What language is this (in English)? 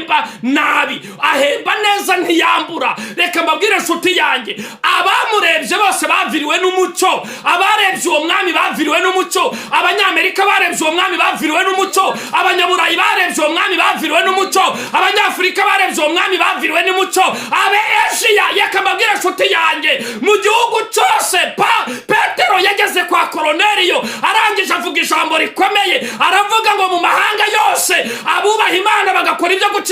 Kinyarwanda